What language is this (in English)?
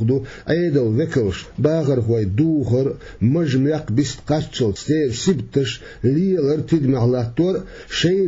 Chechen